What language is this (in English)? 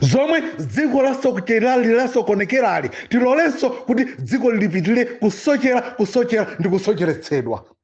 Nyanja